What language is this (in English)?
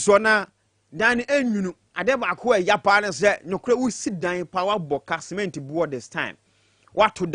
Akan